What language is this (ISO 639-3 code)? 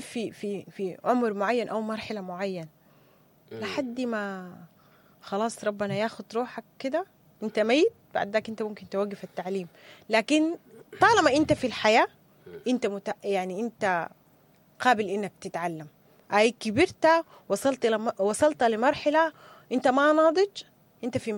apd